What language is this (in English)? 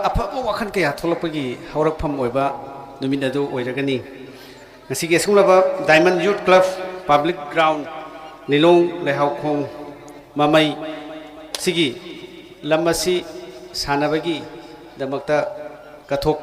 Manipuri